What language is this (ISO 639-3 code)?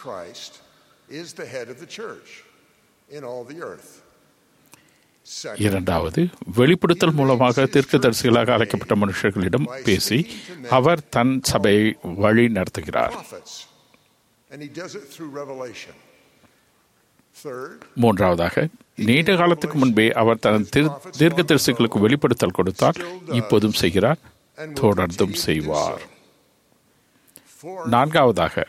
tam